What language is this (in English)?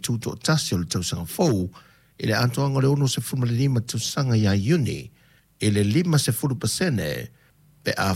Samoan